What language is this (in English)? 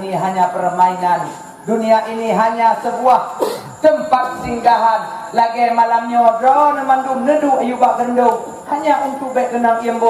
Achinese